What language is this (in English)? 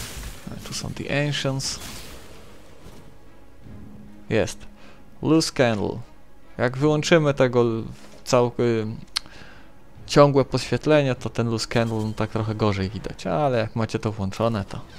Polish